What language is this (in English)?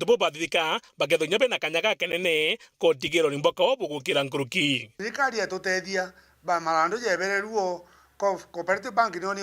Meru